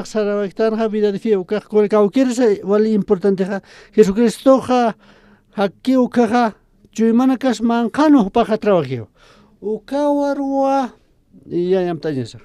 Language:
Aymara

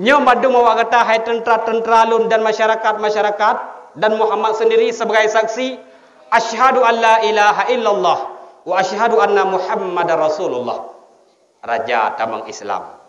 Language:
Achinese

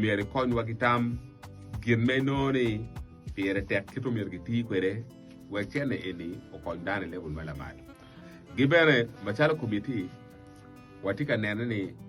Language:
Acoli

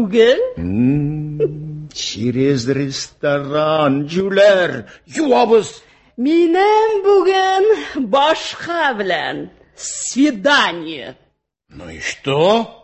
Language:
Tatar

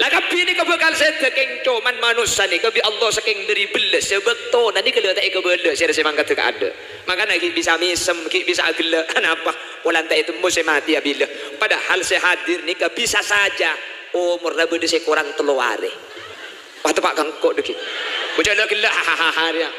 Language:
Madurese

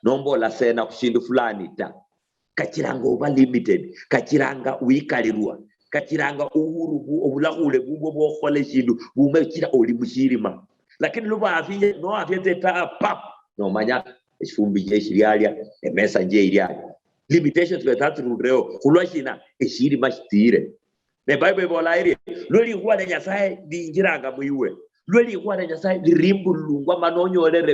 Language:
Luyia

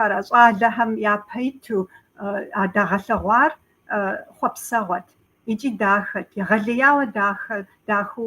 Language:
Kabardian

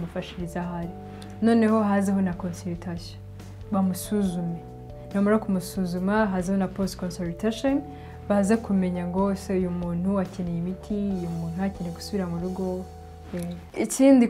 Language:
Kinyarwanda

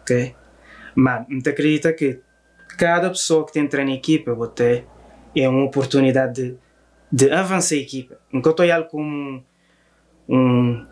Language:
Kabuverdianu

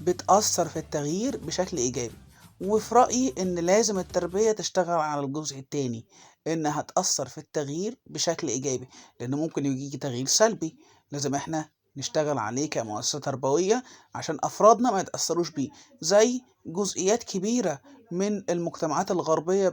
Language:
Egyptian Arabic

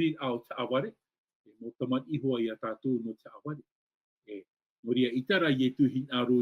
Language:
Tahitian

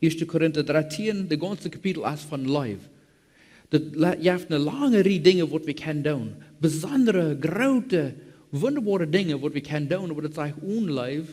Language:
Plautdietsch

